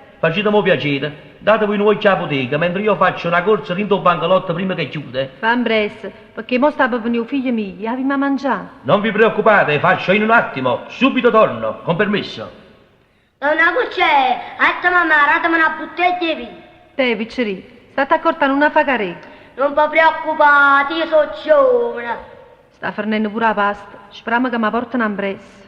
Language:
Neapolitan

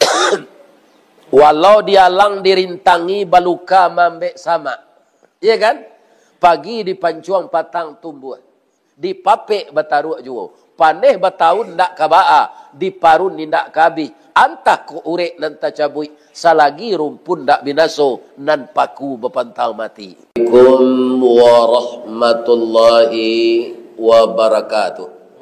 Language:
Minangkabau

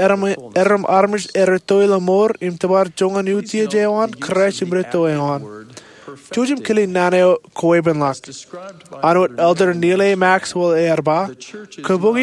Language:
Marshallese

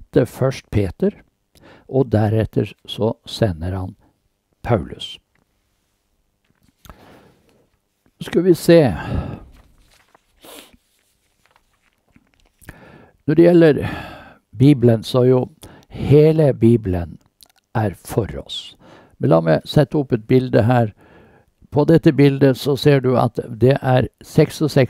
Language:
Norwegian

